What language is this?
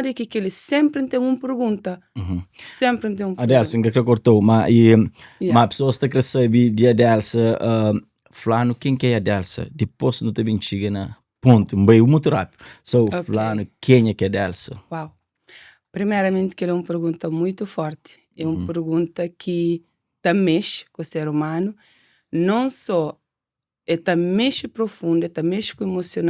Kabuverdianu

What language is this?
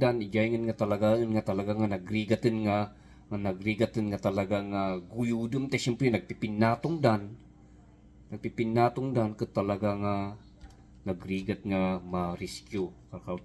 Iloko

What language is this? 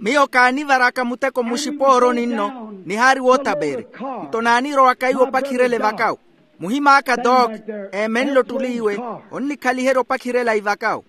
Makhuwa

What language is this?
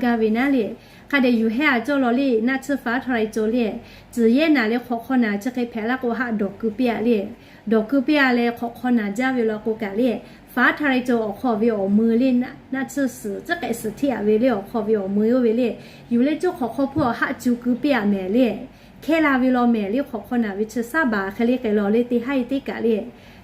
Lahu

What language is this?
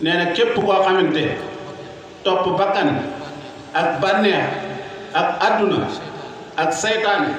Wolof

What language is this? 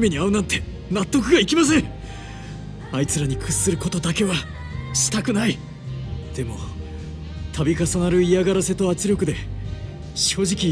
Japanese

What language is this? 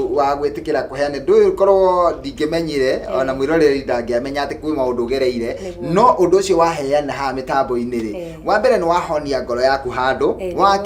Kikuyu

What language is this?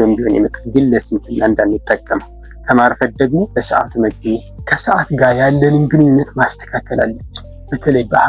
Amharic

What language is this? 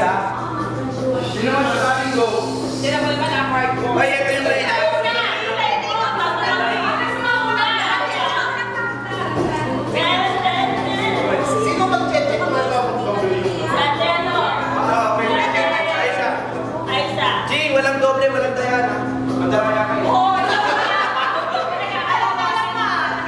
Filipino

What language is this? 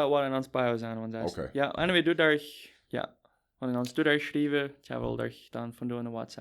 Plautdietsch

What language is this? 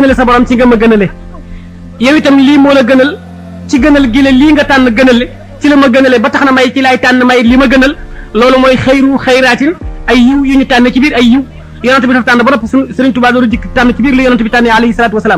Wolof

